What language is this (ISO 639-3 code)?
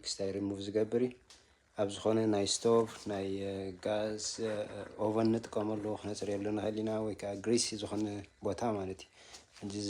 tir